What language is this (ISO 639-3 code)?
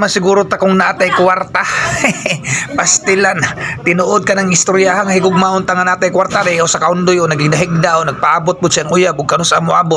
ceb